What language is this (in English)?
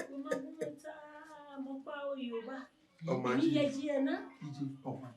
Bini